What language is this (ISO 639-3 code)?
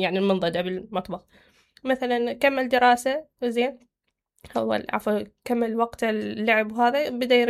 acm